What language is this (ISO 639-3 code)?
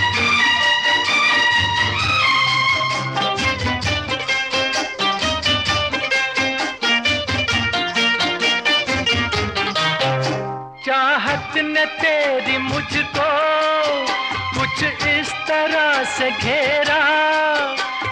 hin